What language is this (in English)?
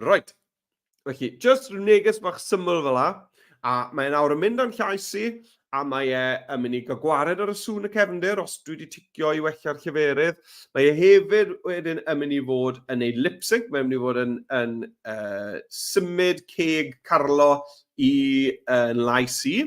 Welsh